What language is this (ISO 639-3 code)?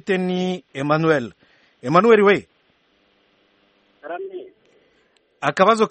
kin